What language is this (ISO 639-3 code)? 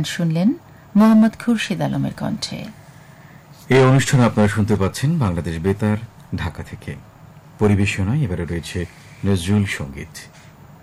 ben